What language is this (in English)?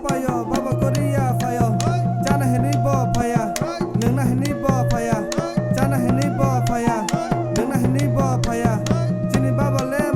Kok Borok